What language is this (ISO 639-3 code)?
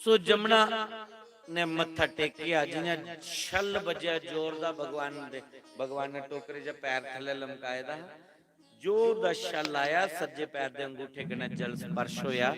doi